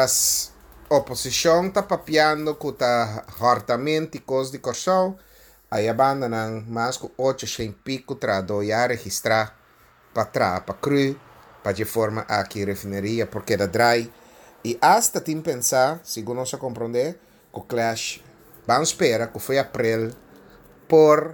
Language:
Papiamento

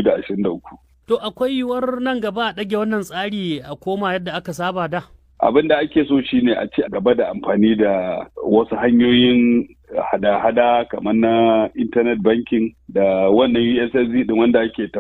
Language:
Hausa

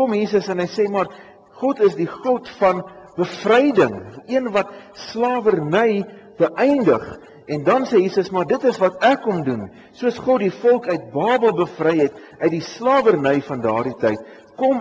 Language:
Afrikaans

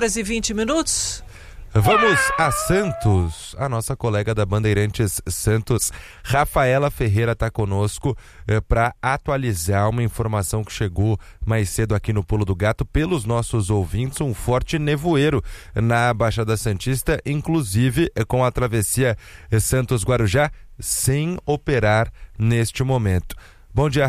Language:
Portuguese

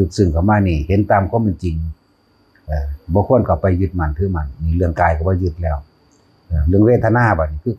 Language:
Northeastern Thai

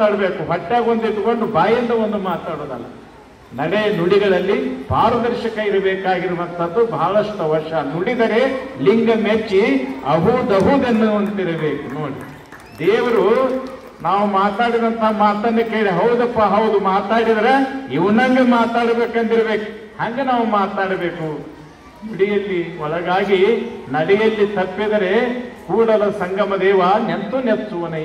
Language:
Kannada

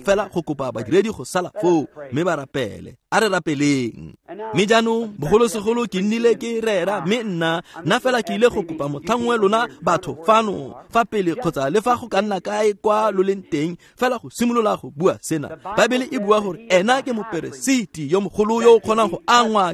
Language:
Tswana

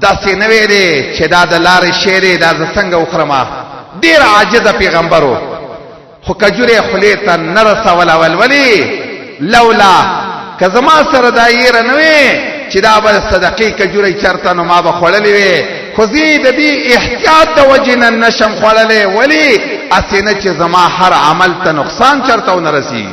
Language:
Pashto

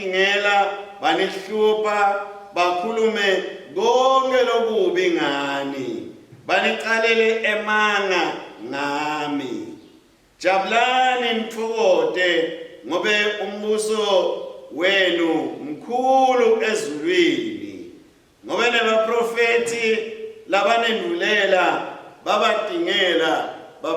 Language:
Swati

